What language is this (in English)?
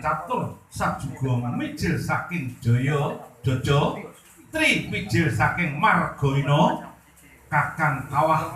Javanese